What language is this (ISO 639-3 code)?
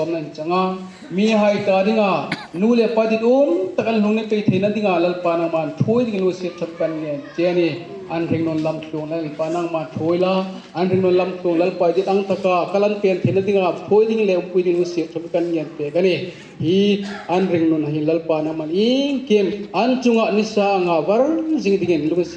hmr